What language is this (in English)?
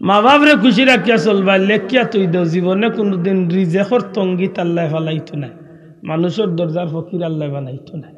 Sylheti